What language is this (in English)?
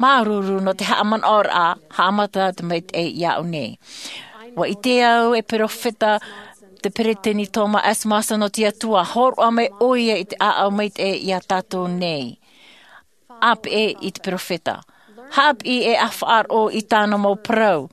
Tahitian